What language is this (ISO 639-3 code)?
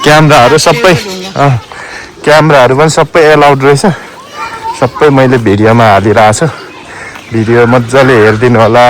nep